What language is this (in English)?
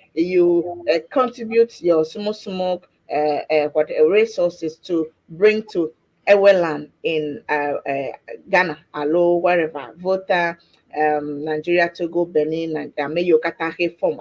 Ewe